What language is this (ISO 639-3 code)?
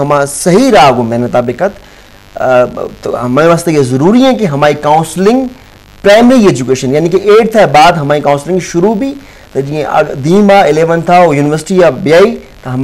bgp